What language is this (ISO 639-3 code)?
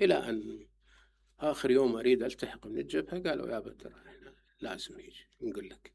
acm